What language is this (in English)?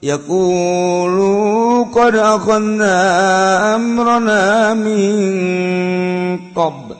Sundanese